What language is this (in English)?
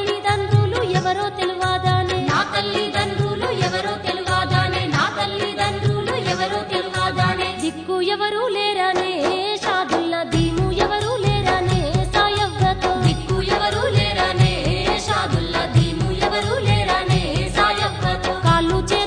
Telugu